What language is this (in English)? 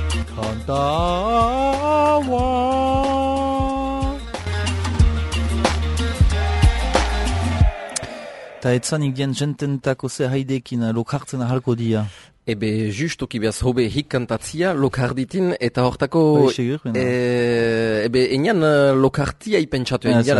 Basque